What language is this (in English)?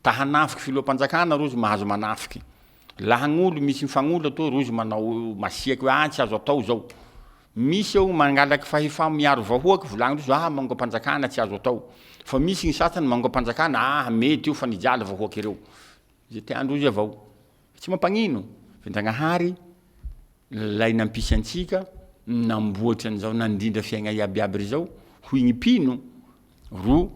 Malagasy